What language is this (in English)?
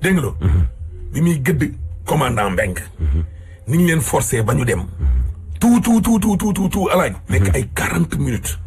Wolof